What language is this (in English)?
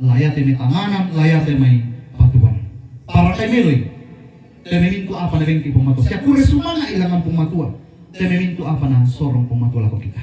Toraja-Sa'dan